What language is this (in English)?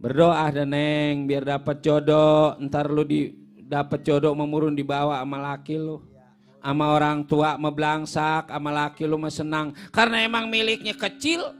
Betawi